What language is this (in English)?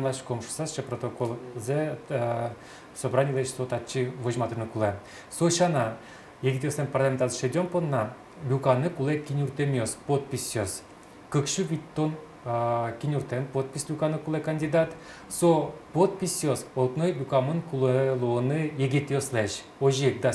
Udmurt